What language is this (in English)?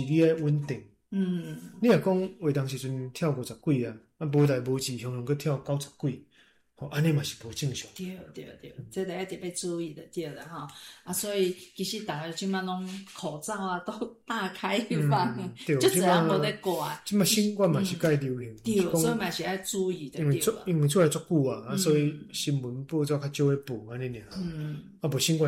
Min Nan Chinese